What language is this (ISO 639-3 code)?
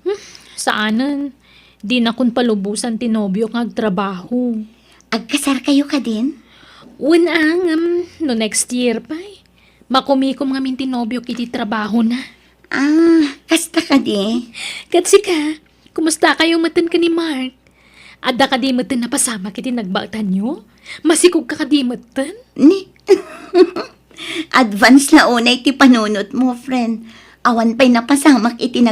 ilo